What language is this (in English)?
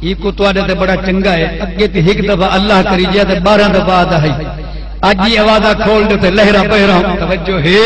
Saraiki